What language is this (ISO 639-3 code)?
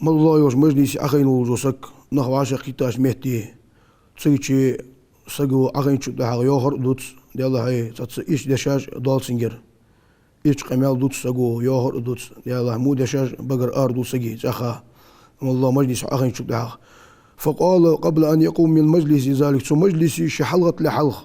inh